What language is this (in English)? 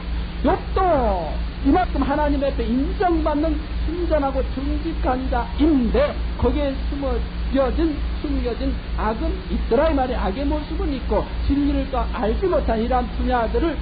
Korean